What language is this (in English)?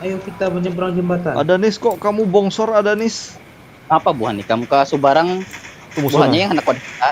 Banjar